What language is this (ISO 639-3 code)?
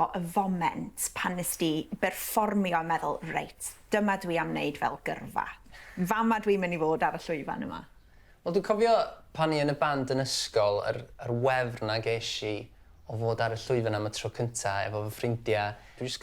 cym